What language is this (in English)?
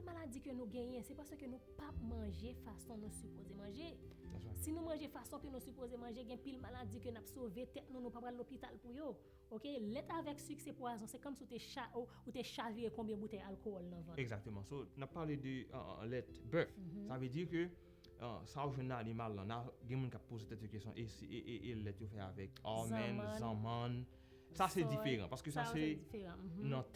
Haitian Creole